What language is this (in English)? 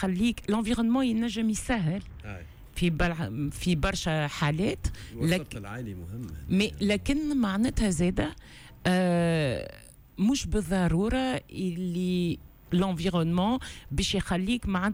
Tunisian Arabic